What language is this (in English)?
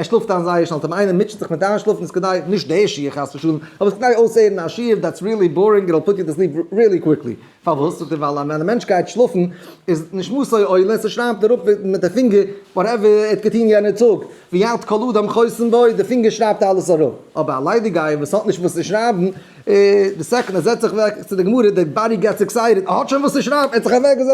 Yiddish